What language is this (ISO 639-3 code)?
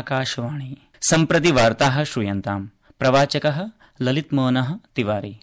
san